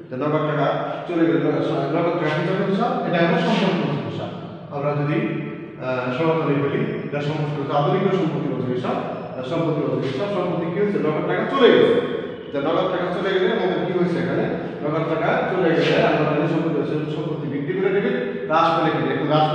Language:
Bangla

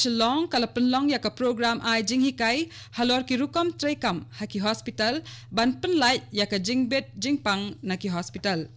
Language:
Khasi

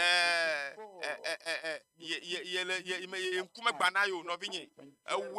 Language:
Ewe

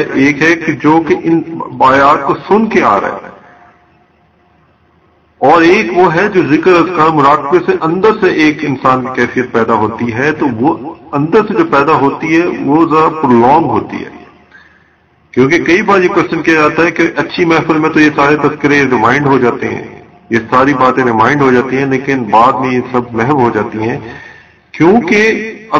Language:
Urdu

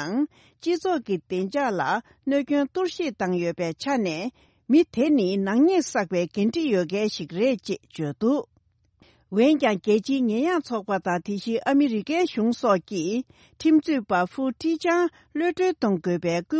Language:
Tibetan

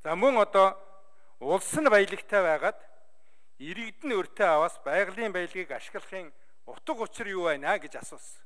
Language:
Mongolian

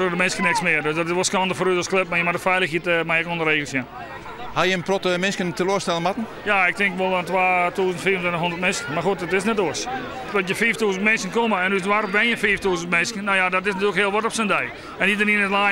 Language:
Western Frisian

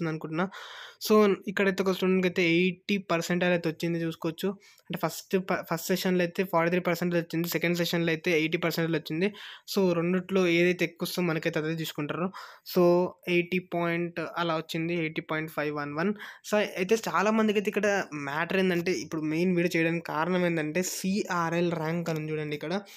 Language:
Telugu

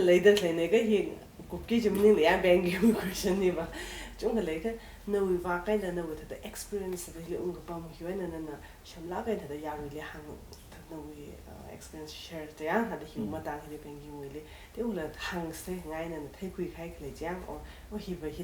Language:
Tangkhul Naga (India)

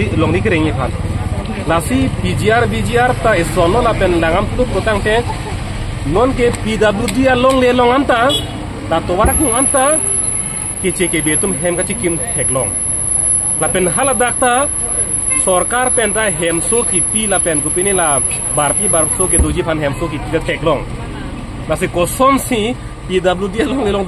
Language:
Karbi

